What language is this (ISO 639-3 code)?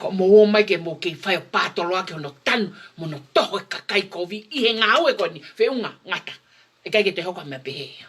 ton